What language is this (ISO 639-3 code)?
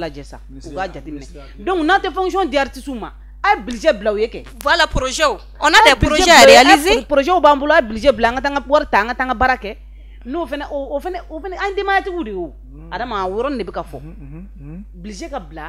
bam